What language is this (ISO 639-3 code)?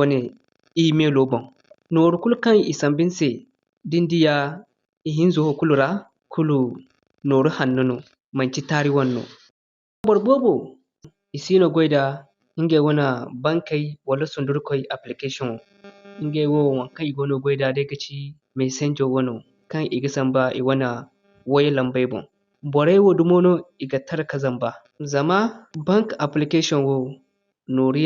dje